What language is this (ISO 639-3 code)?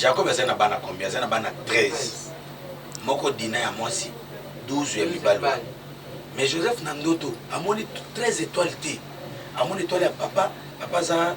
lin